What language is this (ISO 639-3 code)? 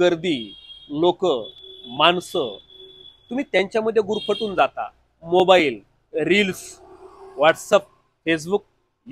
mar